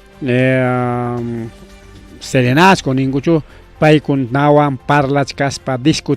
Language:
Ayacucho Quechua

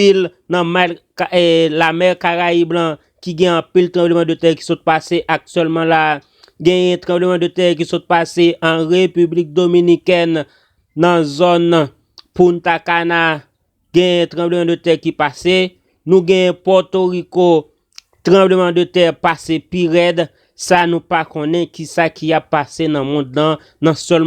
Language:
Haitian Creole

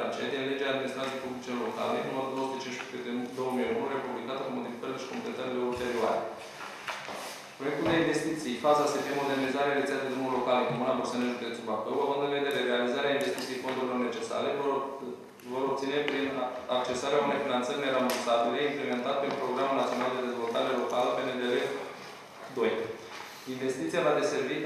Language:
Romanian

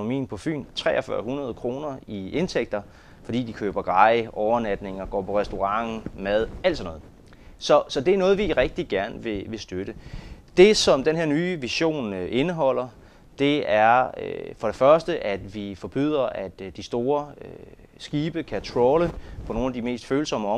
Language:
Danish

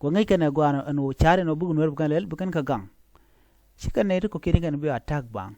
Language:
Nuer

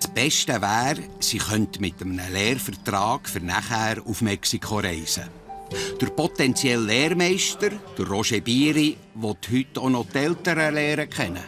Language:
Swiss German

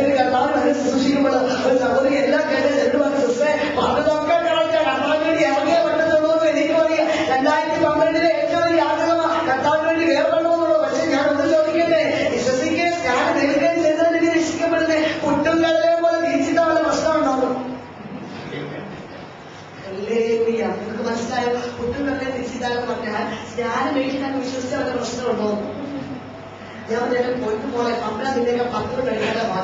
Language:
Malayalam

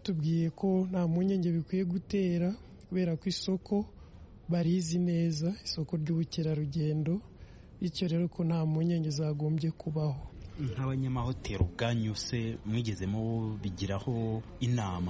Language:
Kinyarwanda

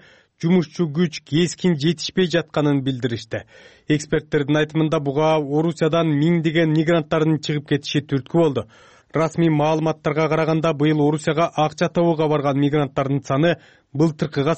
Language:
Kyrgyz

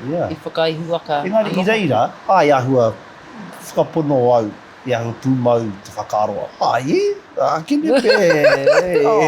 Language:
Māori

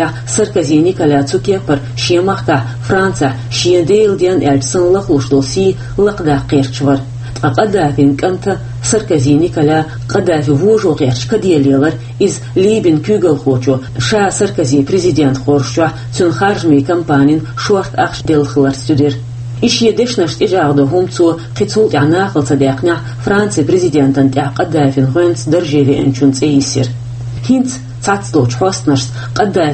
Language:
Chechen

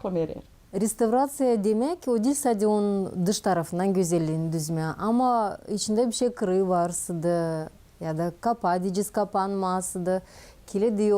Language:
Gagauz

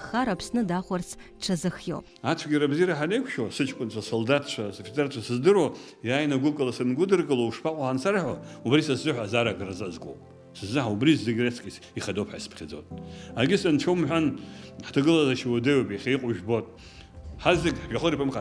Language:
Abkhazian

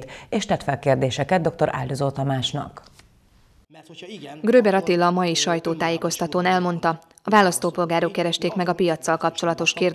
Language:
Hungarian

